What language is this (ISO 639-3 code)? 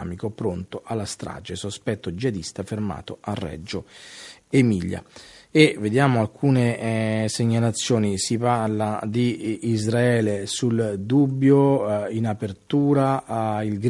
ita